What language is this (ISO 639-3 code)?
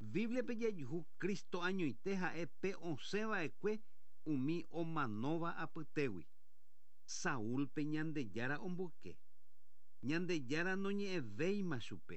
grn